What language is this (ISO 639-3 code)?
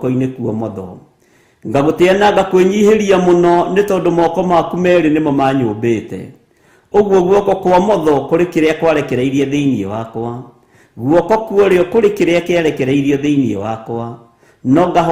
kik